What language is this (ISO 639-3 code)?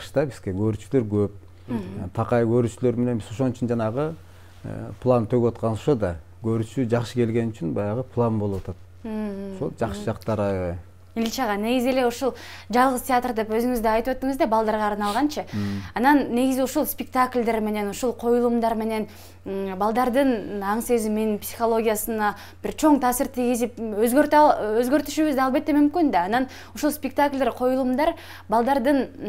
kir